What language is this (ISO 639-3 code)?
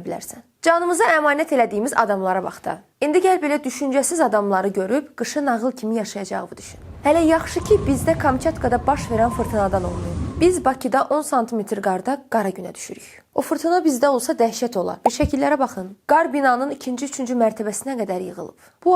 aze